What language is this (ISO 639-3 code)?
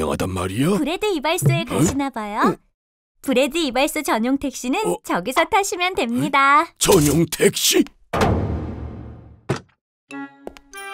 kor